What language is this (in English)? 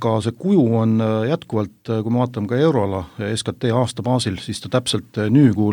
Estonian